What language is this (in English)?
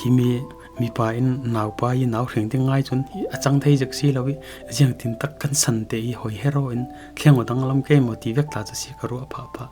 Falam Chin